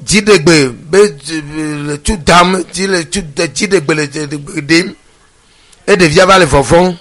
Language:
Ewe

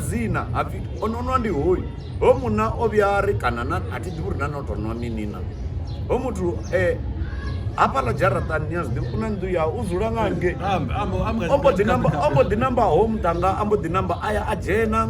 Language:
Venda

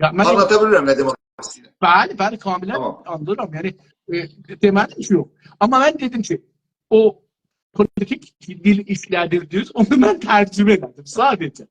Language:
South Azerbaijani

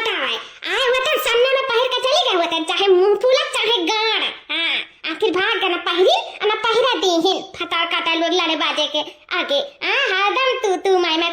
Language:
Awadhi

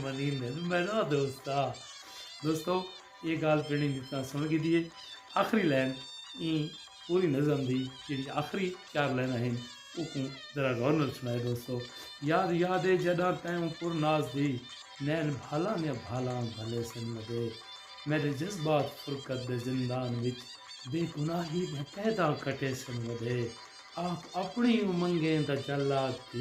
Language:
Saraiki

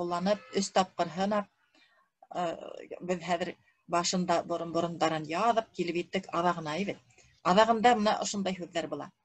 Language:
Bashkir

